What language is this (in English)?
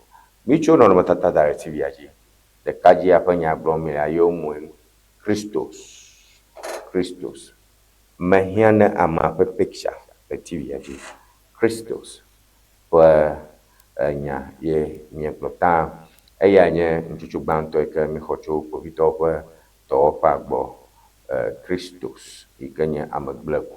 Ewe